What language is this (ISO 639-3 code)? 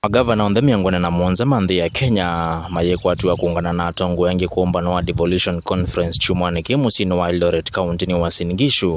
kam